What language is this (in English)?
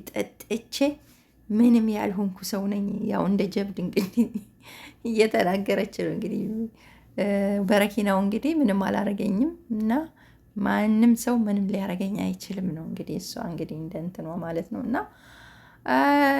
Amharic